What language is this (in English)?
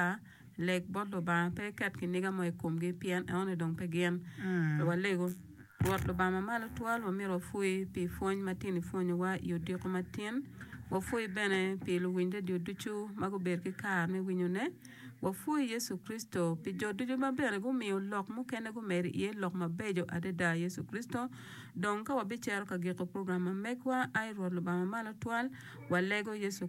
Acoli